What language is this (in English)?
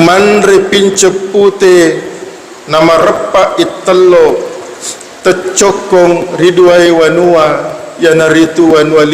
Buginese